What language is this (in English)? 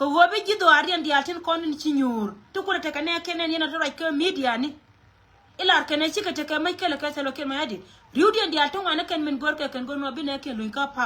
Nuer